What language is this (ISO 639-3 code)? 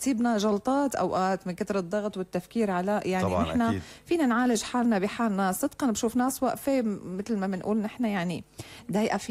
apc